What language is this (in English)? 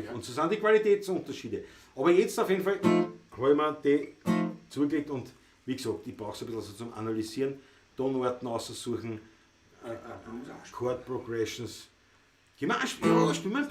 Bavarian